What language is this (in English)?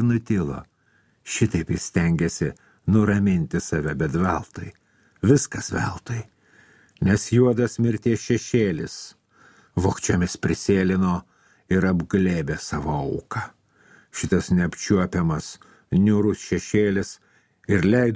Lithuanian